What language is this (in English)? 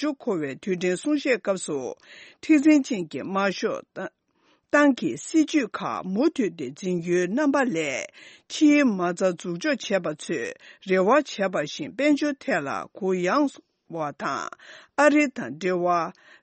Tibetan